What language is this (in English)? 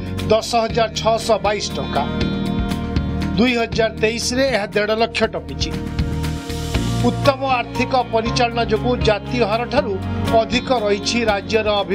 Odia